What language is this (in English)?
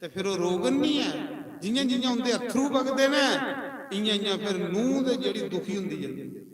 Dogri